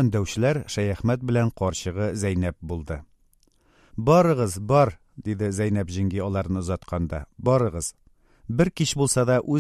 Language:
Tatar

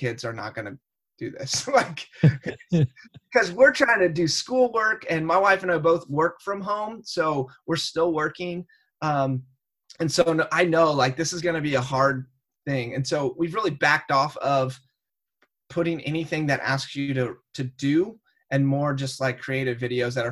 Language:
English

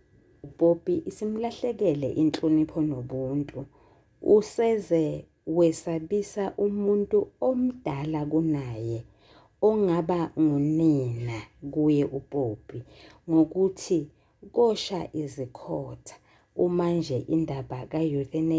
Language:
Zulu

